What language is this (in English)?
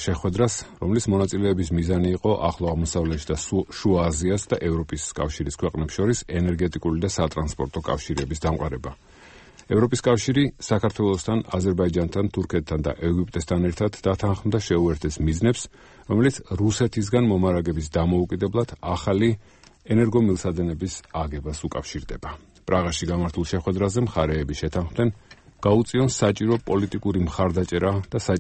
Georgian